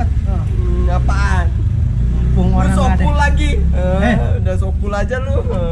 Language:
Betawi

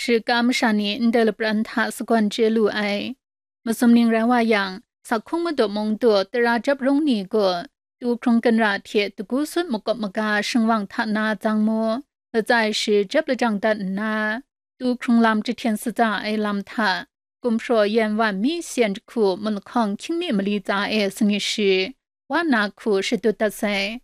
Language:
Kachin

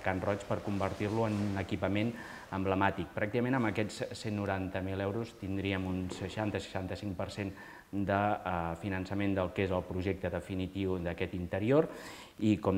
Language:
Catalan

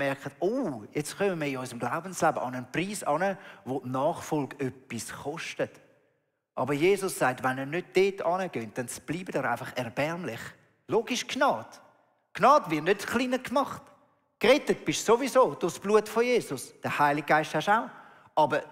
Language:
Swiss German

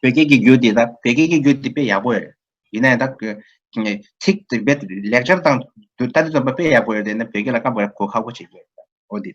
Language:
Tibetan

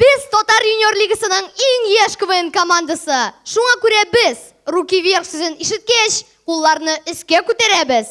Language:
Tatar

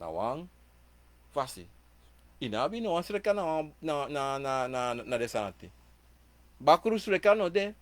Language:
Sranan Tongo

